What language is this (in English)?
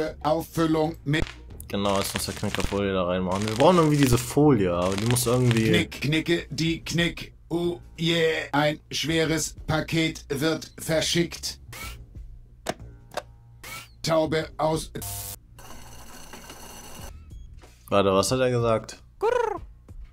German